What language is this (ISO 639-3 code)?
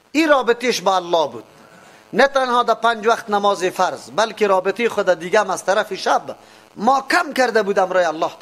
fas